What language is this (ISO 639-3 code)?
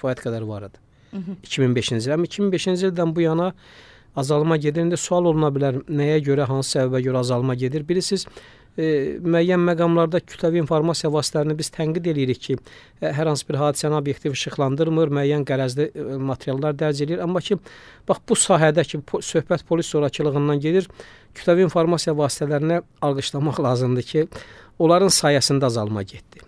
aze